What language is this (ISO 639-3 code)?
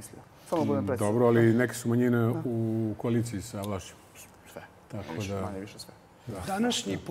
srp